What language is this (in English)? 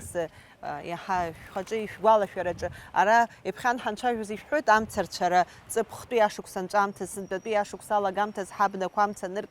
Abkhazian